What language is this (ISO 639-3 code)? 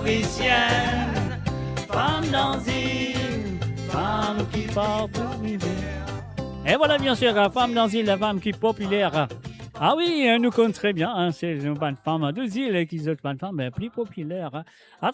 mfe